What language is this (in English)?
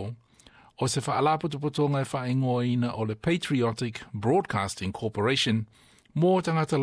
Samoan